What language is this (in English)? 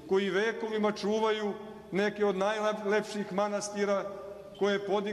Serbian